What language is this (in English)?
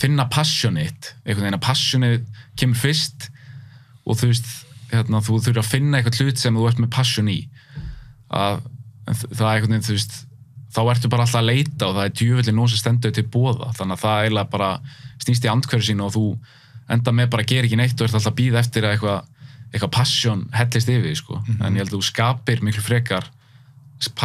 Icelandic